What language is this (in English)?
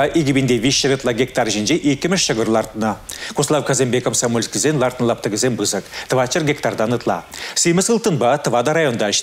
Chuvash